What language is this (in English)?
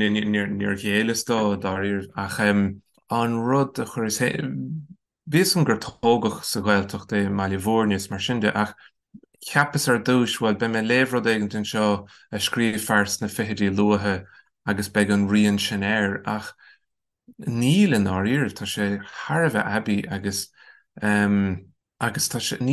Irish